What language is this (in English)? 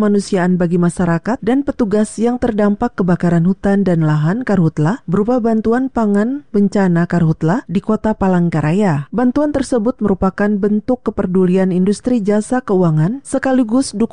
Indonesian